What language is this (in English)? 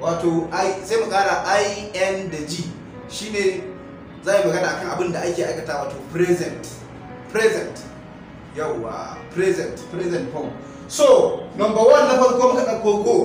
Hausa